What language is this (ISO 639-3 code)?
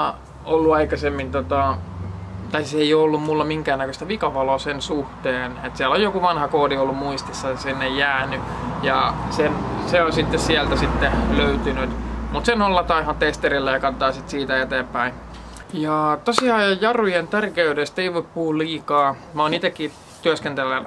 fin